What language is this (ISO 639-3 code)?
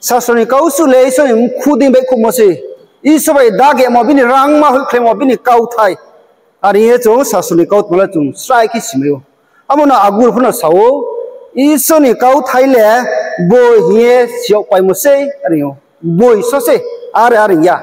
ria